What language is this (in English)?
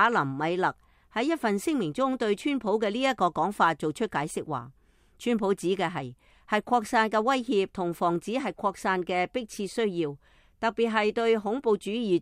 Cantonese